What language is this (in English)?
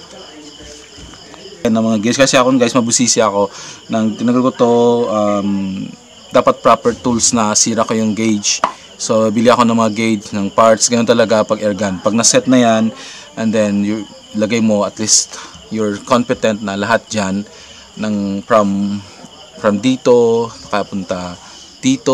Filipino